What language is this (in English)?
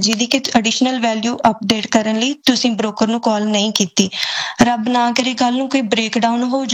Punjabi